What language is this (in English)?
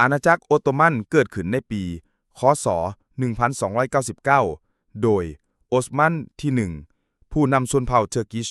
Lao